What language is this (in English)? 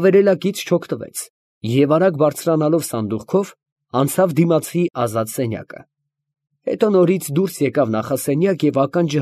Armenian